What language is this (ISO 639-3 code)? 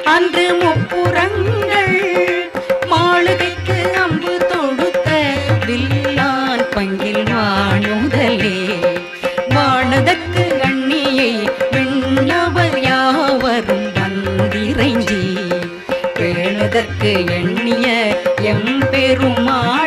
tam